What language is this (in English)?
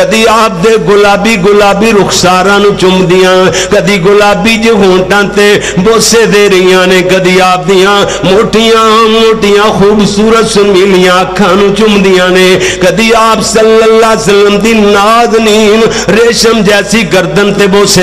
Western Panjabi